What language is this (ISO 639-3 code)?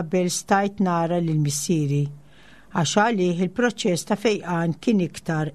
mlt